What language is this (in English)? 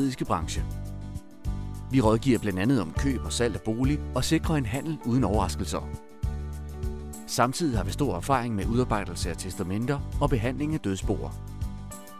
Danish